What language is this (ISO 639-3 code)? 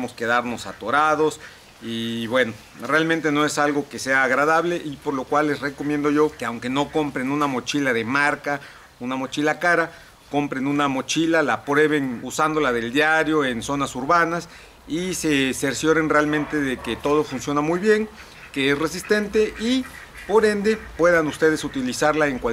spa